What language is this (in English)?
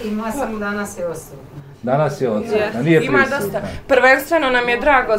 Bosnian